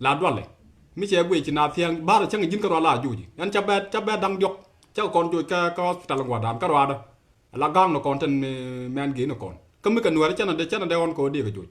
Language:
Nuer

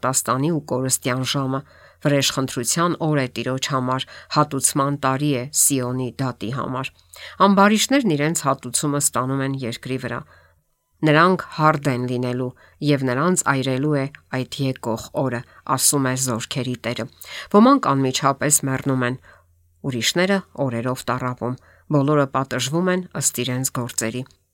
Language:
Armenian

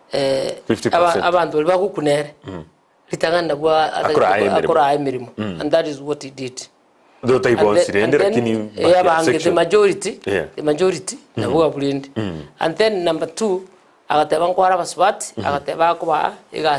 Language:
Gusii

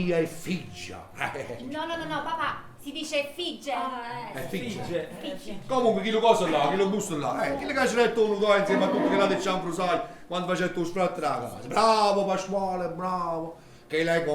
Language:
Neapolitan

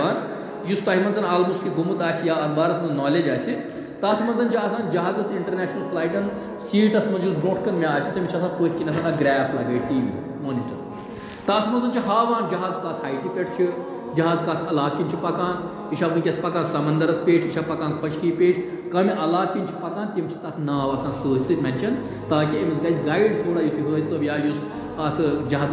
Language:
Kashmiri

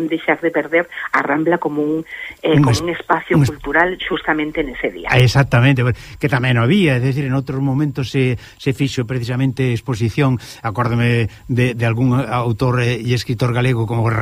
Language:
Galician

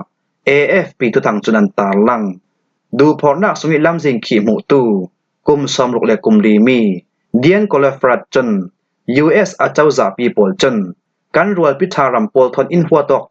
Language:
Falam Chin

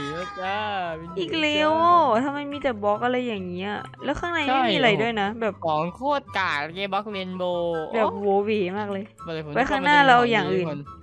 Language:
Thai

